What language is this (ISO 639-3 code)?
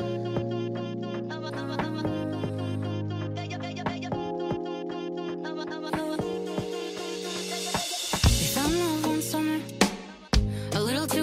eng